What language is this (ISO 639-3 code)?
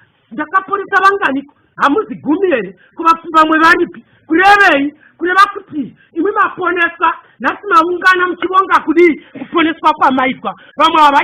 sna